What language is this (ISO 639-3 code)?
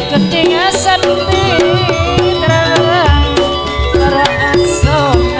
mad